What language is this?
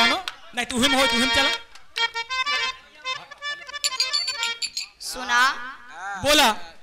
Bhojpuri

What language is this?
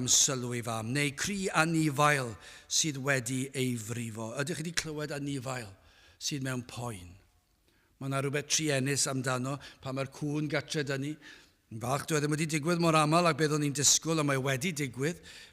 Welsh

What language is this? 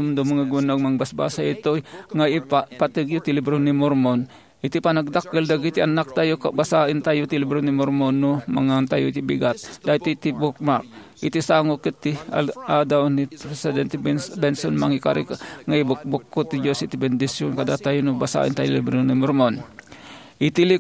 Iloko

